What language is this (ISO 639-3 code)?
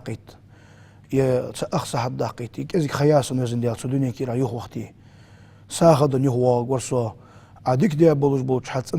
inh